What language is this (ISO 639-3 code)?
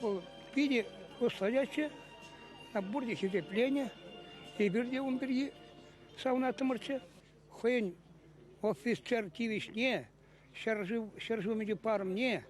chv